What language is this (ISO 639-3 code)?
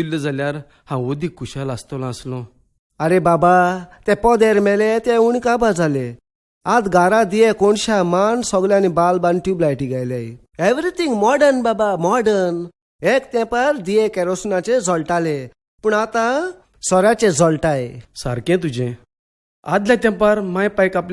kok